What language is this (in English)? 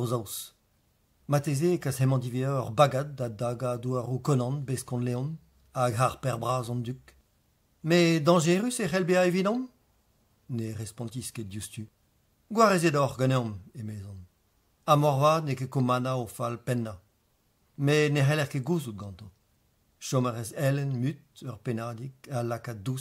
Breton